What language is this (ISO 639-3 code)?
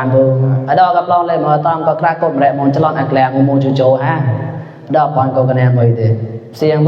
mnw